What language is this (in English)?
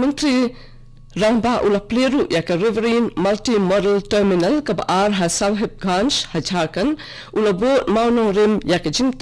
Khasi